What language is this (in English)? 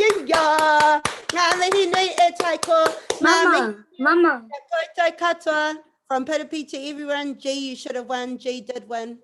Māori